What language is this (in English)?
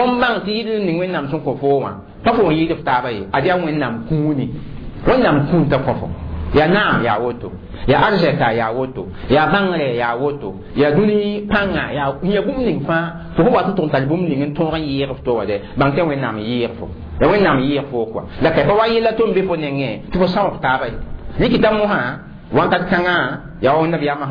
Mossi